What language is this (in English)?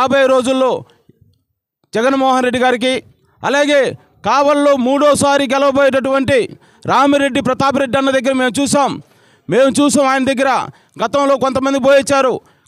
Telugu